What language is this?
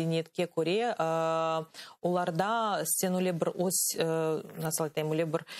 Crimean Tatar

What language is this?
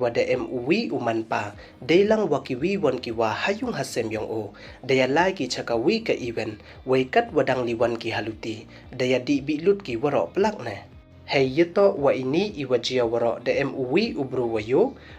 Pnar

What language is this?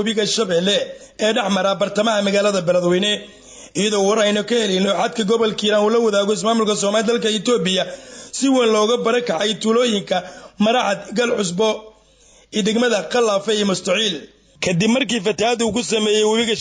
Somali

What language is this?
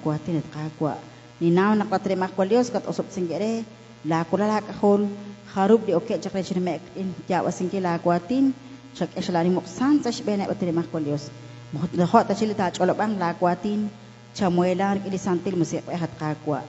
Kekchí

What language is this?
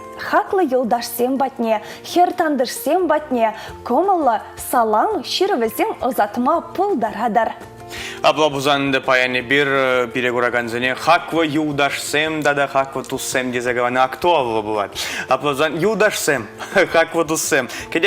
Chuvash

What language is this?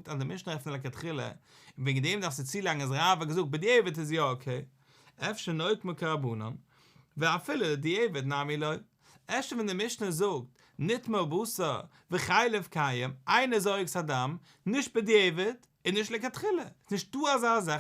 Yiddish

